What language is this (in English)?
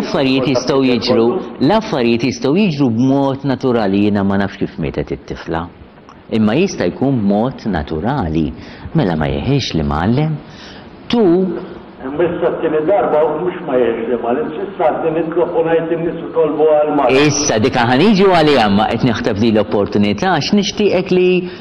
Maltese